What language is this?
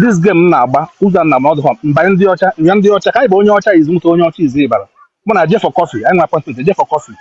Igbo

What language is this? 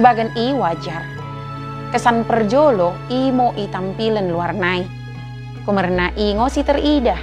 Batak Dairi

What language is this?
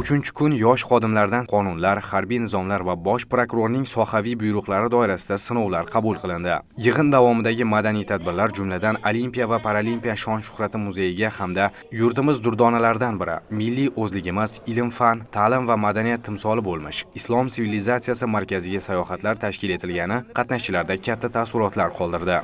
Uzbek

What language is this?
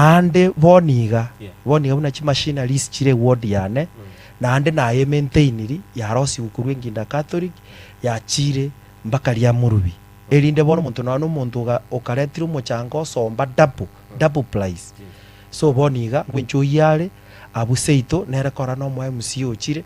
Gusii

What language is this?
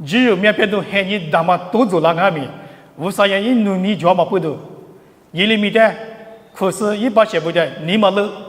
Lisu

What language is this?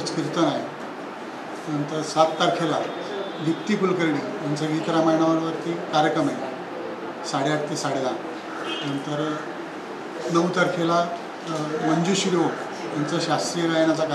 Marathi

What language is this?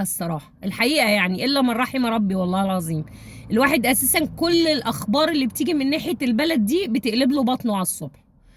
Egyptian Arabic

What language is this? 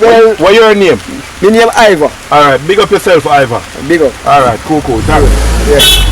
Jamaican Creole English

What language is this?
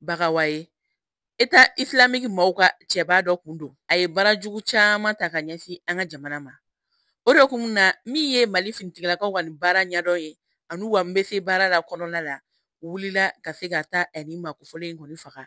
Bambara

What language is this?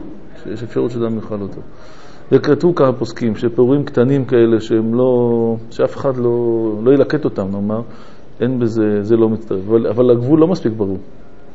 Hebrew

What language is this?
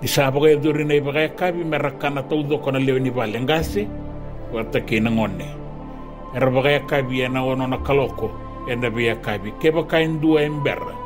Fijian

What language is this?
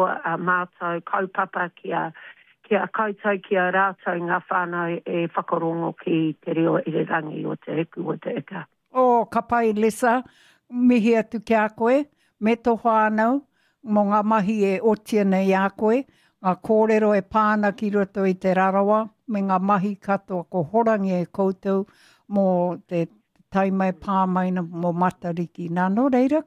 Māori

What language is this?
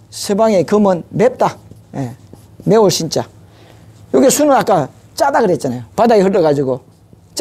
Korean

